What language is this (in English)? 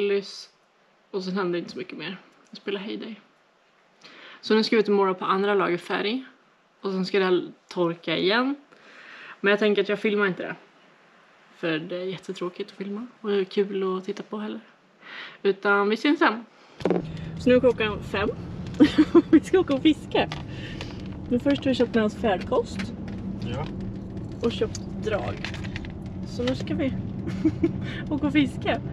Swedish